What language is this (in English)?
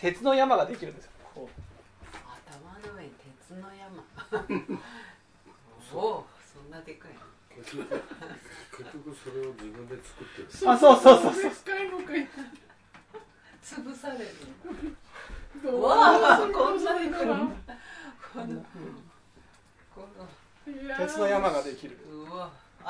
Japanese